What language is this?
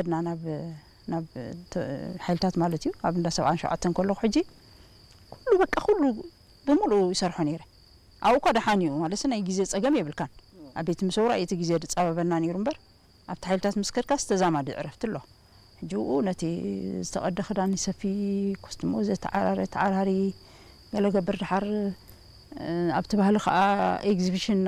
Tigrinya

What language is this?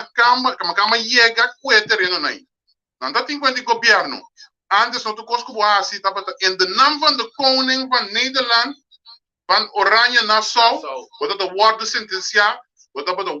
Papiamento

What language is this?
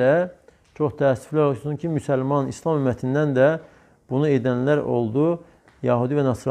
Azerbaijani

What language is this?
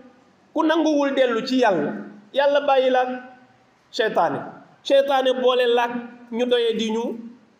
Wolof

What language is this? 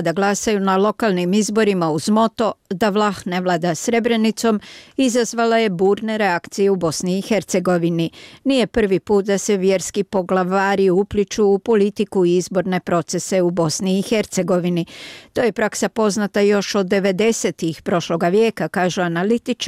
Bosnian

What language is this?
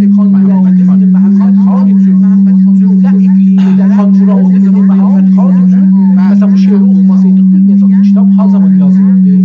South Azerbaijani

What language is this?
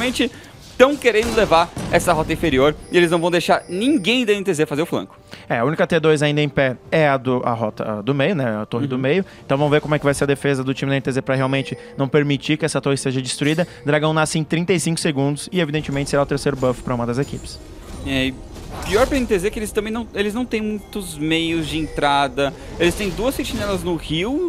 Portuguese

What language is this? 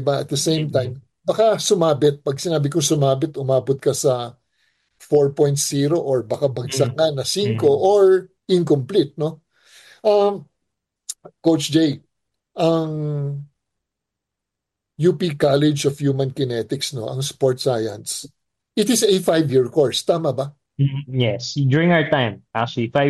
Filipino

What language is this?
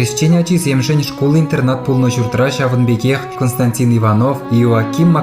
Chuvash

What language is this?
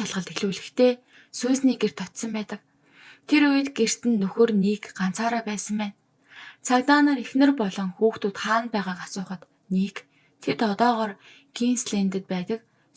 Mongolian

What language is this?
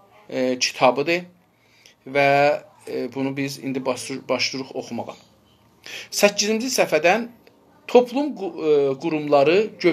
South Azerbaijani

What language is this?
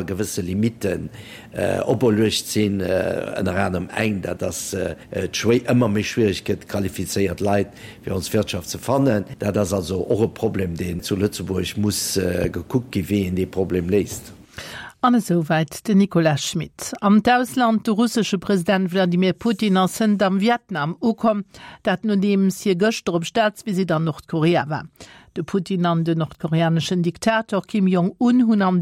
Luxembourgish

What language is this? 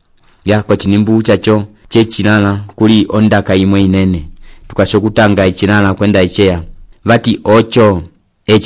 Umbundu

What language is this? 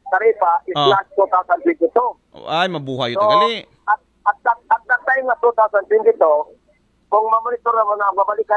Aklanon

